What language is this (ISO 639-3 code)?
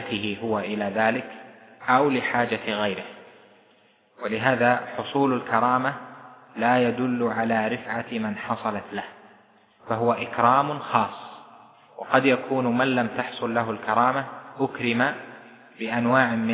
ara